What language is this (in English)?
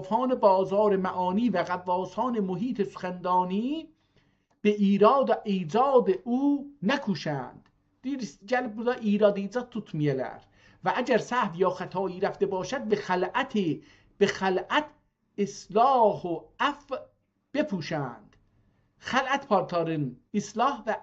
South Azerbaijani